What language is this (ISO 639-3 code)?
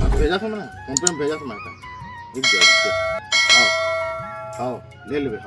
hne